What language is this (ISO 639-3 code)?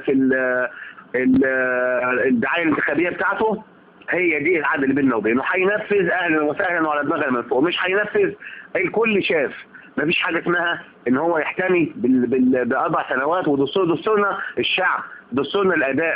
arz